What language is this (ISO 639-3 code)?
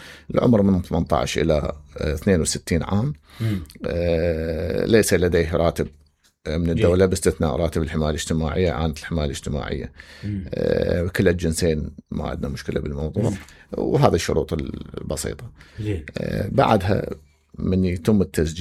acm